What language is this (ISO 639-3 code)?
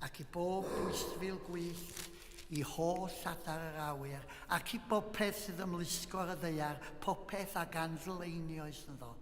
cym